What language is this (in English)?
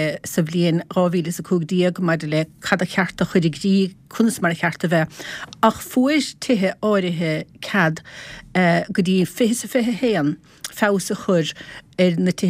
Irish